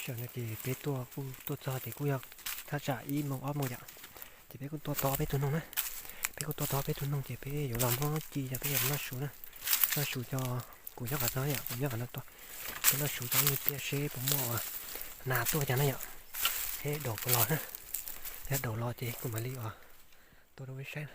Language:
Hmong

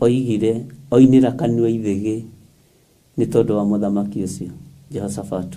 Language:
Kikuyu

